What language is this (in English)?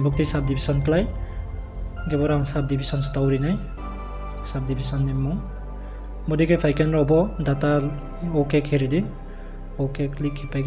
Riang (India)